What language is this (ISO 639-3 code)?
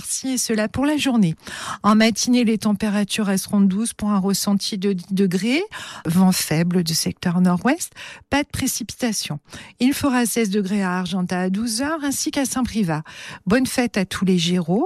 fra